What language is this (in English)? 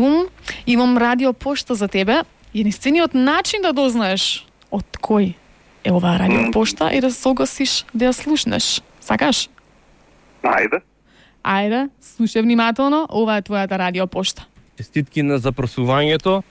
Macedonian